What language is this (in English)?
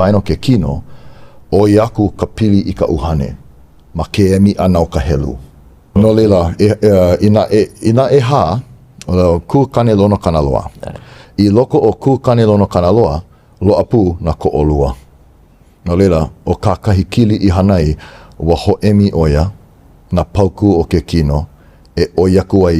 Hawaiian